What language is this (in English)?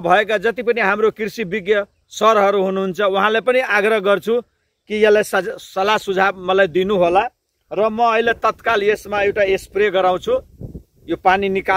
Nepali